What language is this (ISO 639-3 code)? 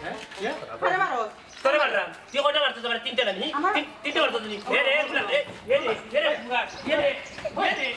syl